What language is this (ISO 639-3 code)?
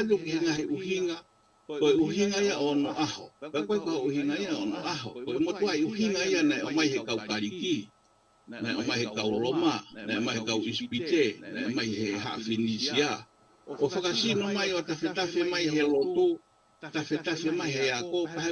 ton